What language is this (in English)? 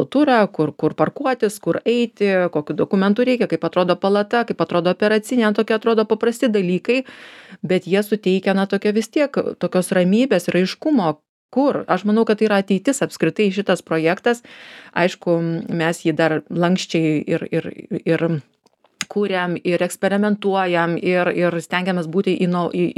Lithuanian